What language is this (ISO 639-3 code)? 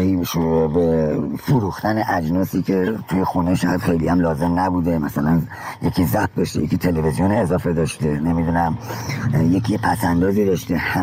fas